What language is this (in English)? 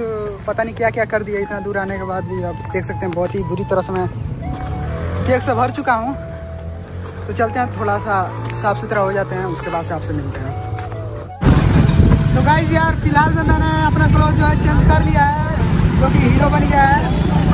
Hindi